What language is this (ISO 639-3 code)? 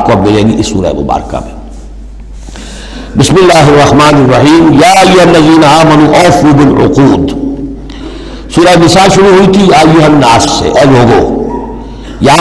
urd